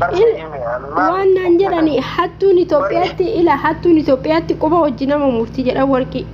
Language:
Oromo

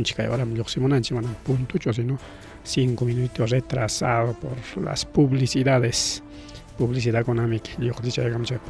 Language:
Ayacucho Quechua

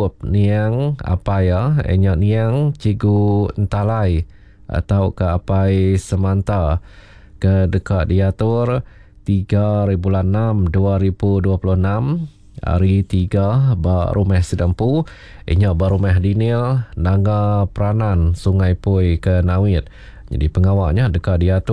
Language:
Iban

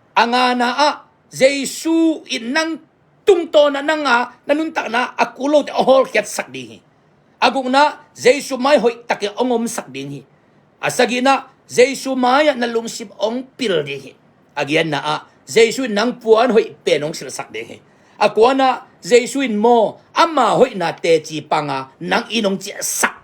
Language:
Tedim Chin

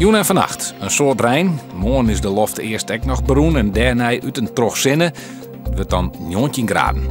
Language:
Western Frisian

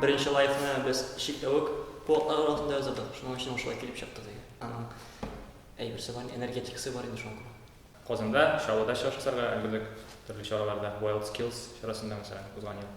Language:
Tatar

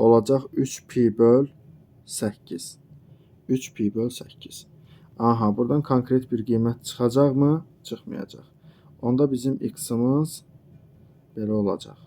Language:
Azerbaijani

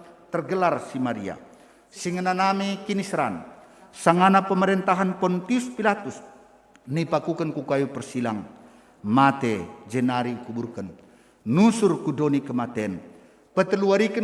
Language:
Batak Karo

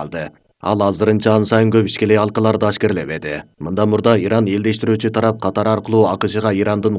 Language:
Kyrgyz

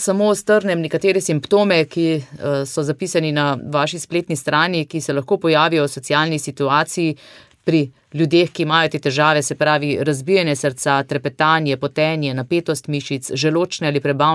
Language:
Slovenian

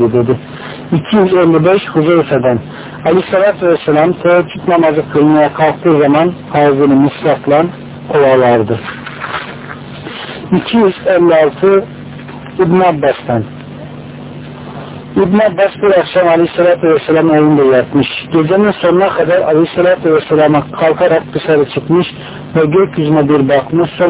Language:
Turkish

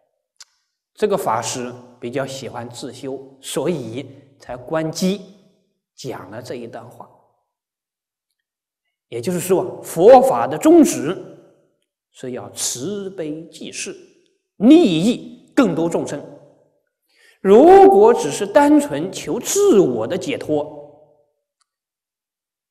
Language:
Chinese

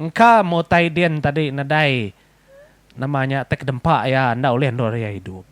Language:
Iban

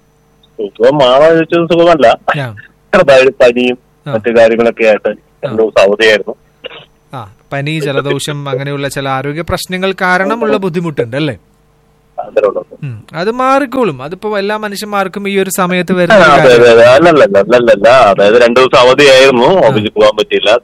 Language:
Malayalam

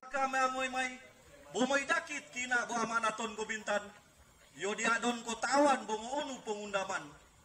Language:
Mongondow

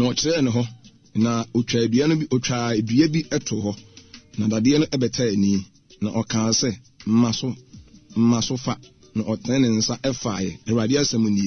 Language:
Akan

